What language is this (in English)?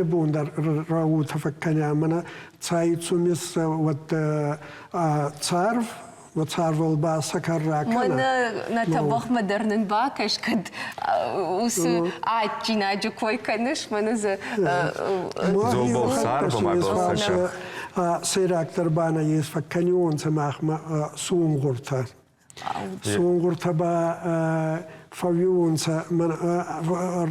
Ossetic